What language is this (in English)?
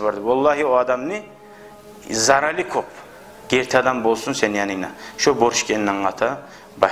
Kumyk